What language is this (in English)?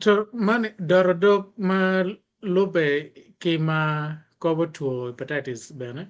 Acoli